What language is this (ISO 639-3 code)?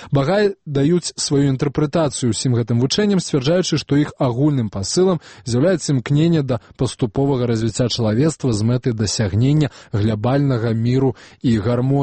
bel